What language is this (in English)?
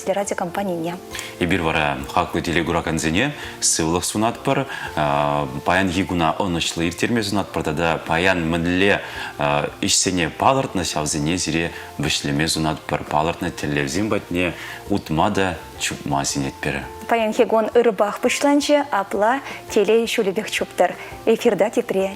Chuvash